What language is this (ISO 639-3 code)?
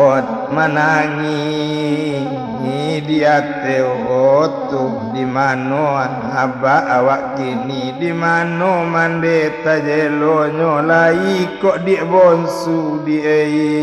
min